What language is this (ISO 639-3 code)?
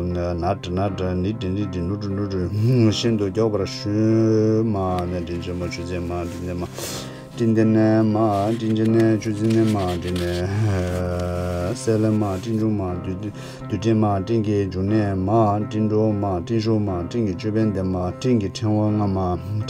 bod